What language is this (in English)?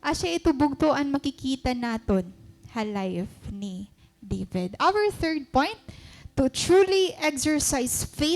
Waray